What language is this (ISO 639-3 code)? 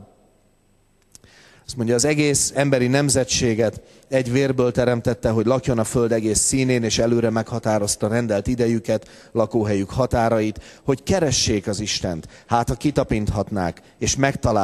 hun